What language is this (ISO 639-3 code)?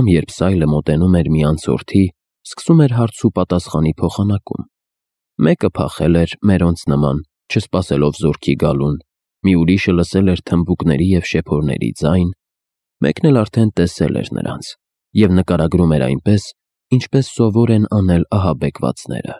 hye